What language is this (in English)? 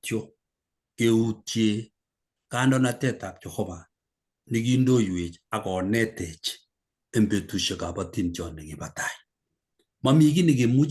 Kalenjin